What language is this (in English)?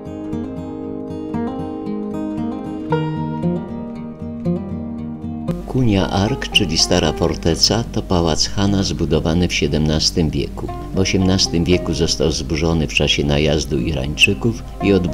Polish